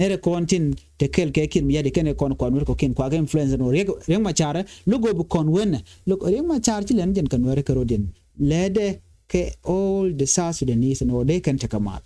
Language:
Nuer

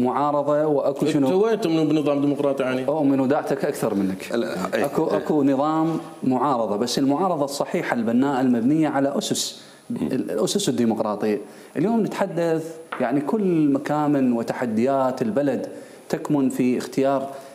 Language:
Mesopotamian Arabic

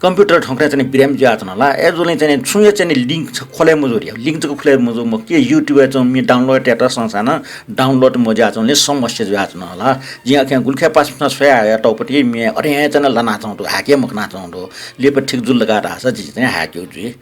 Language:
Newari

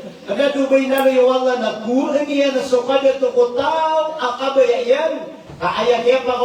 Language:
Maranao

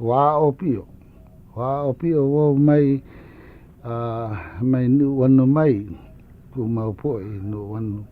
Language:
Hawaiian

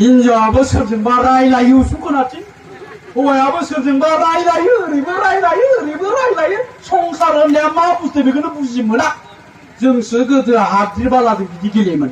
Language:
Bodo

